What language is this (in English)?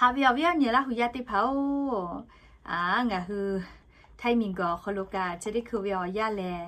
Lahu